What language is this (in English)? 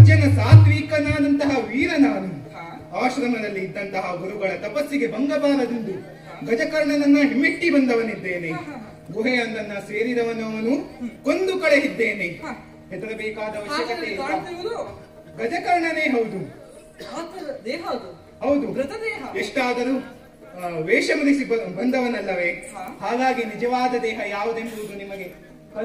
Kannada